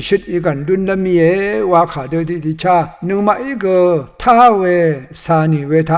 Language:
Rawang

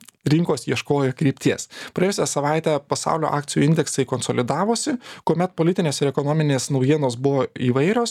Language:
Lithuanian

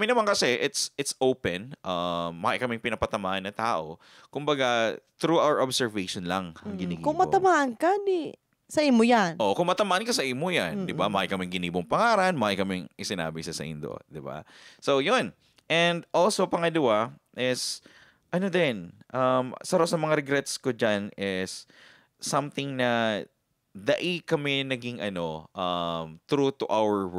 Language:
Bikol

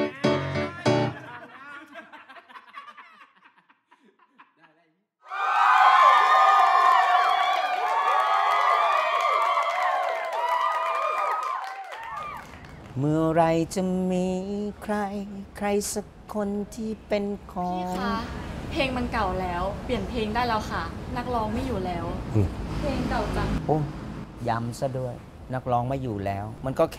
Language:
Thai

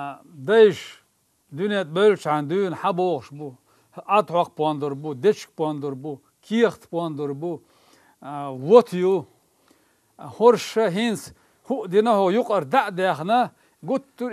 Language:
Chechen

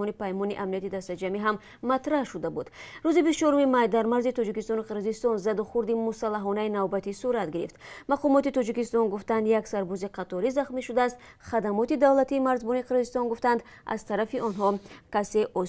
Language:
Tajik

